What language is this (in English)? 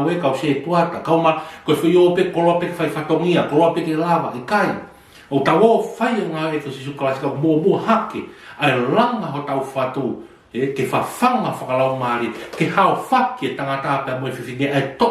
Tongan